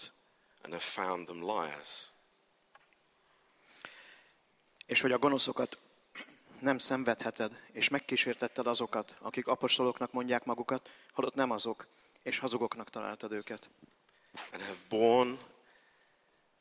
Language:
Hungarian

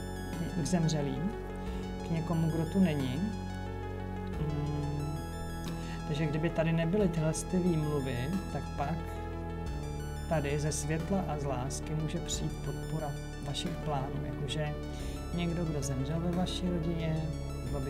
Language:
Czech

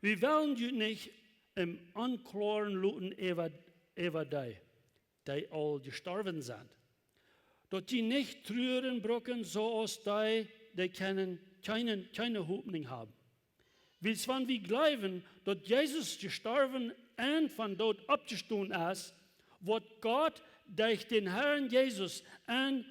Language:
Plautdietsch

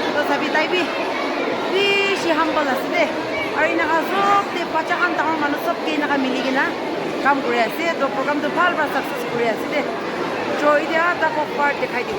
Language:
Naga Pidgin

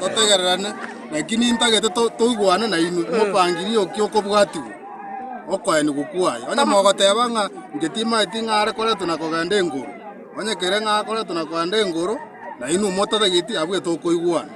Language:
Gusii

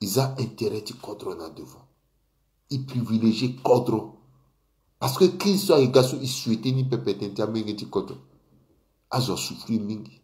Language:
Sango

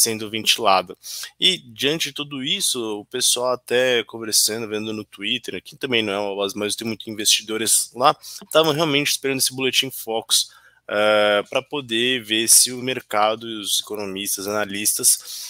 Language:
Portuguese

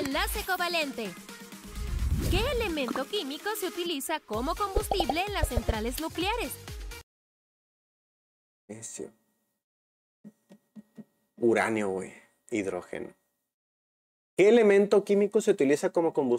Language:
Spanish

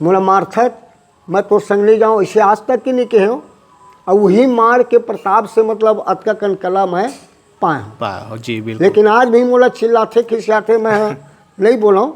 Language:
Chhattisgarhi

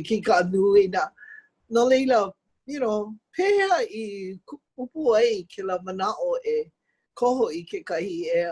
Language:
Hawaiian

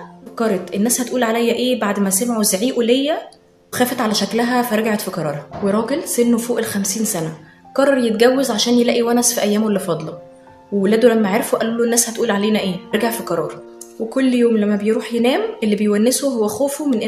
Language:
Egyptian Arabic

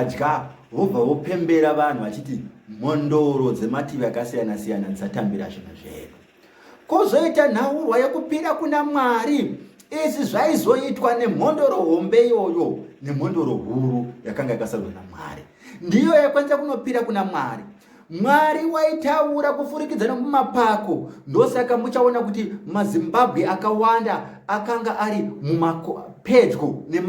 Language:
Shona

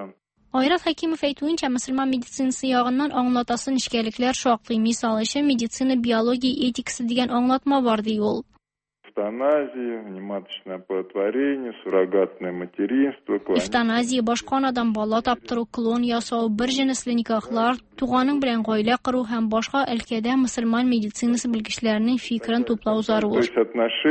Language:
Tatar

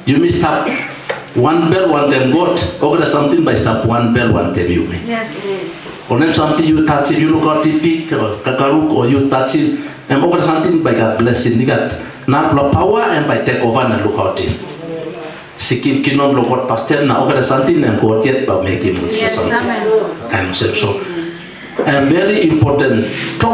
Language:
Tok Pisin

